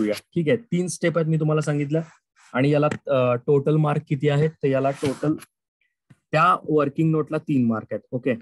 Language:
Marathi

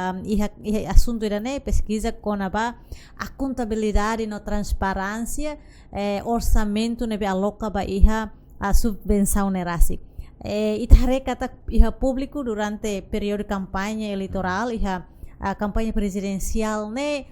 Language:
Tetum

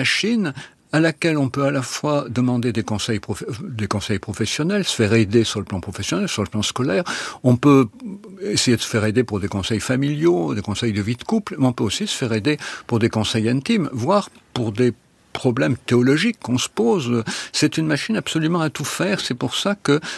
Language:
French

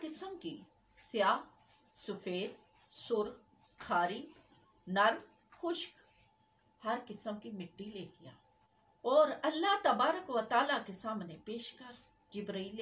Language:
Urdu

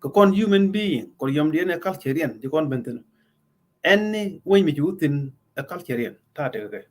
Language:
Nuer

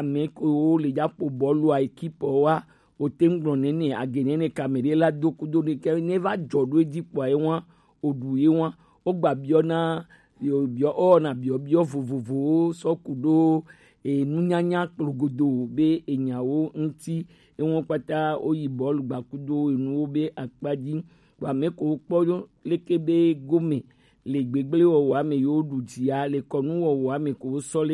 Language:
Gen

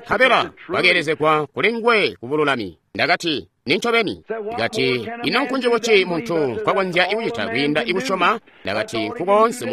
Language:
Tonga (Zambia)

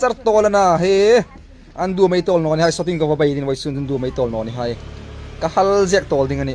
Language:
Hmar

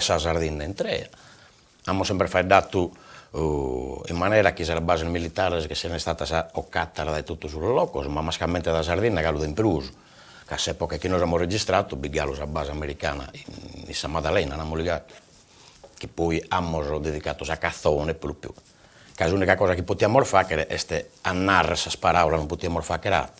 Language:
Sardinian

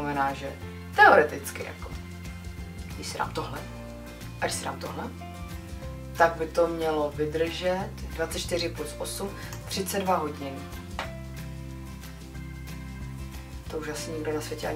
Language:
Czech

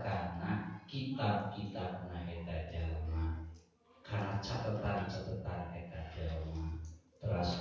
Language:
Sundanese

